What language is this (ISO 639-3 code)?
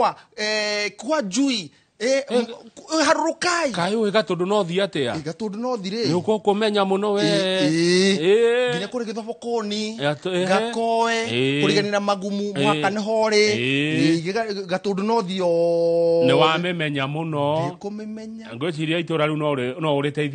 kik